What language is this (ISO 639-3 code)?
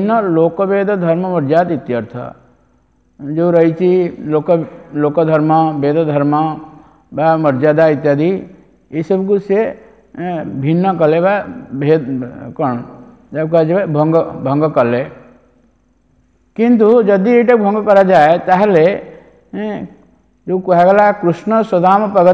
ori